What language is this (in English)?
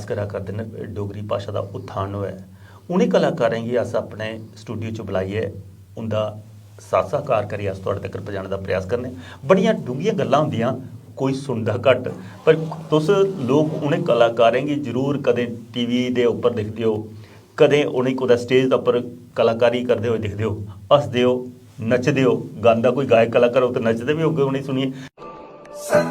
Dogri